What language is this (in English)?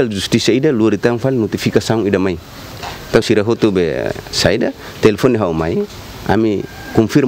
Tetum